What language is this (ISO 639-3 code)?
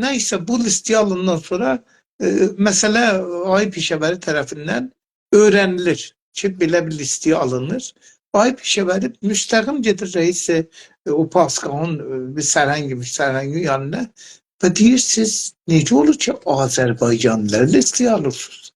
azb